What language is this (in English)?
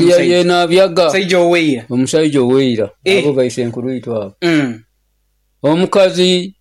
Nyoro